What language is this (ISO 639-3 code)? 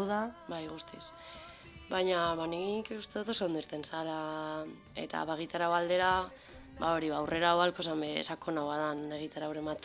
eus